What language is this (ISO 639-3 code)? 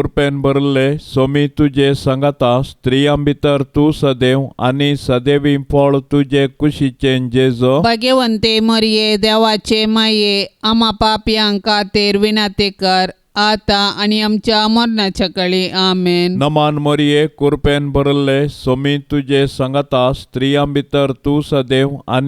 kok